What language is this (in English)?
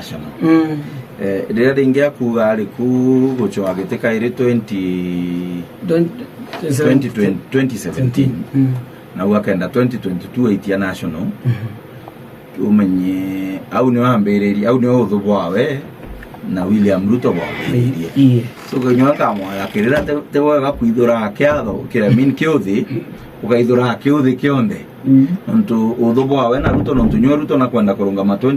Meru